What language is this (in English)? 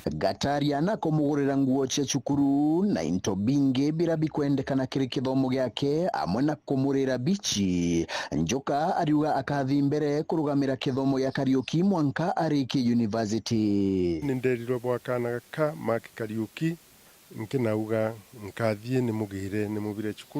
Meru